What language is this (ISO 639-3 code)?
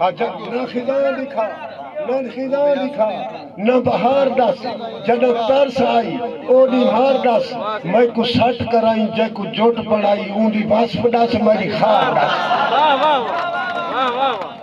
skr